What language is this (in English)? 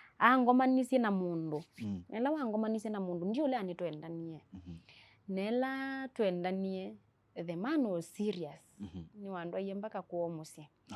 Kamba